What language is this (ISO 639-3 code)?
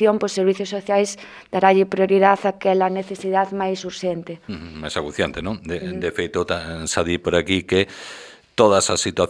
glg